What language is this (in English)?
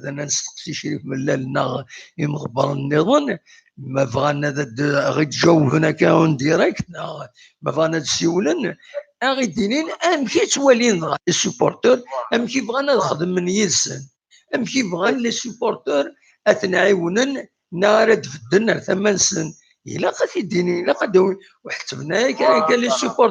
Kabyle